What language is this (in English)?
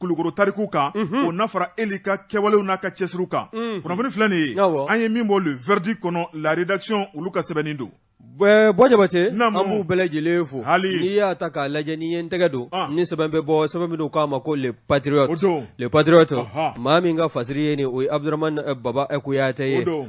Bambara